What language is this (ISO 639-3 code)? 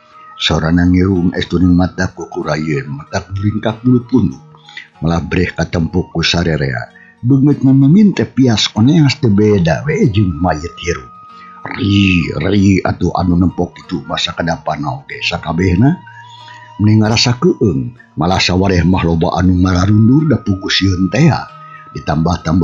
sun